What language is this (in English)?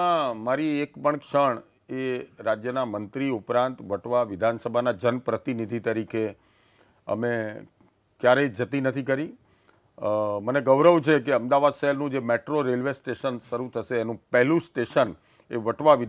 Gujarati